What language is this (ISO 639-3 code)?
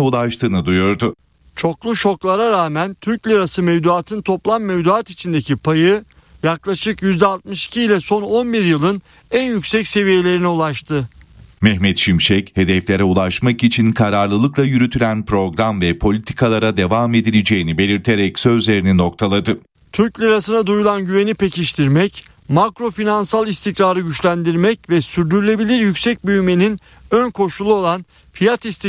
tur